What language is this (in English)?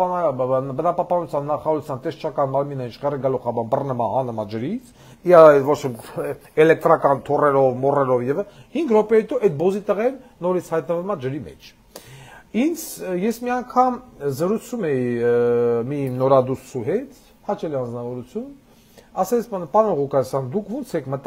Armenian